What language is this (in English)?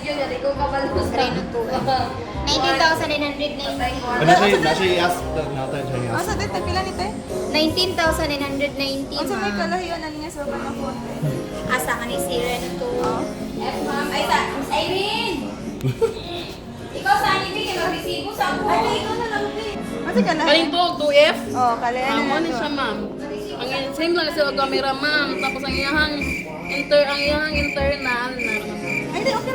Cebuano